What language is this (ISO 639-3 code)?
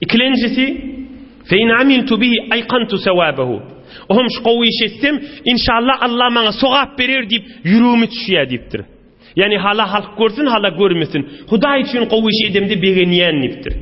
tuk